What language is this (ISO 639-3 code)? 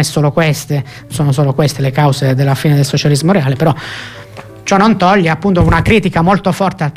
ita